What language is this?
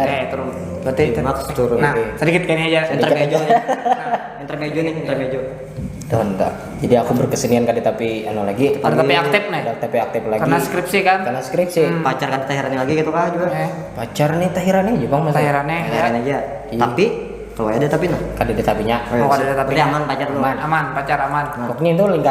Banjar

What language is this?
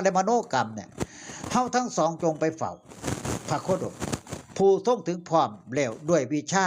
Northeastern Thai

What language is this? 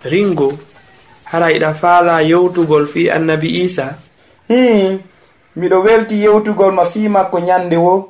Pular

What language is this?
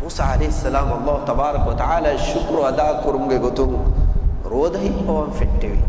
Divehi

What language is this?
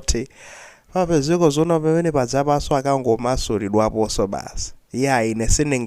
Nyanja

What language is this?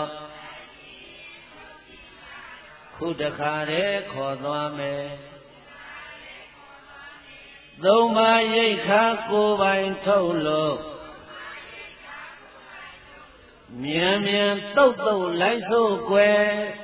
Burmese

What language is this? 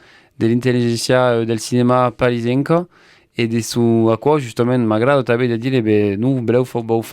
Occitan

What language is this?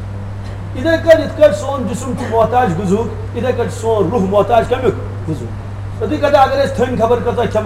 Kashmiri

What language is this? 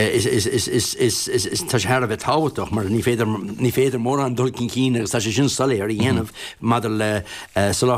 Irish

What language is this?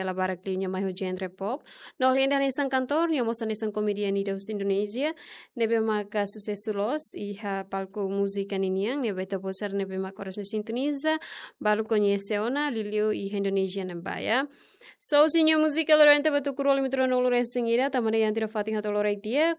Tetum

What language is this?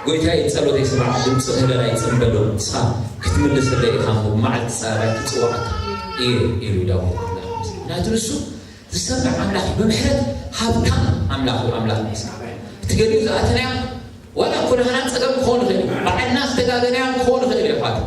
Tigrinya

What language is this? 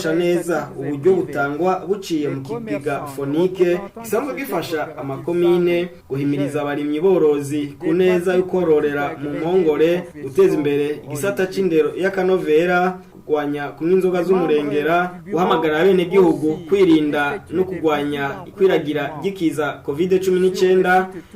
Rundi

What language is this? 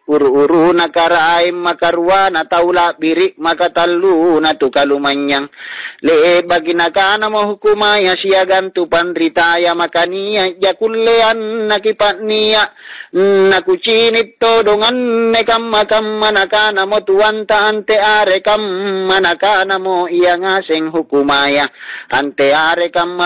Makasar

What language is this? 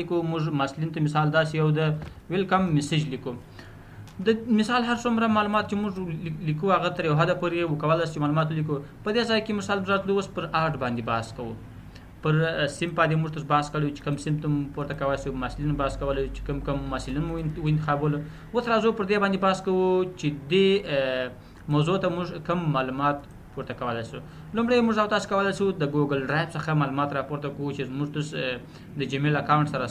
Pashto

